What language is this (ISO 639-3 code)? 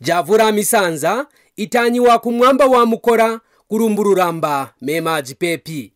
kqn